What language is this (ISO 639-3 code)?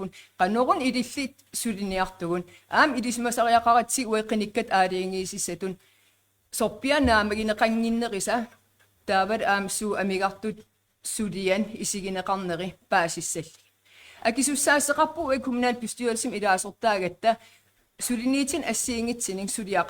kal